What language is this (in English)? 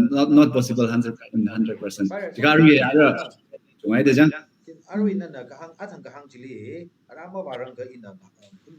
Tangkhul Naga (India)